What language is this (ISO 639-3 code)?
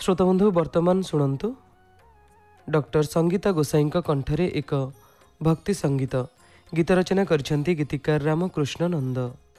ori